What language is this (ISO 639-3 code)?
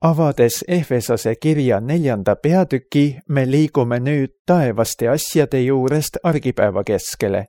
est